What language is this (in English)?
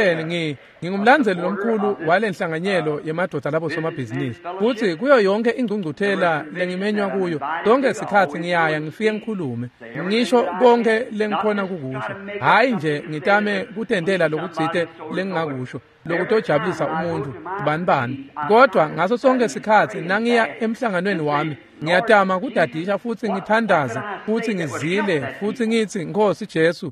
Swati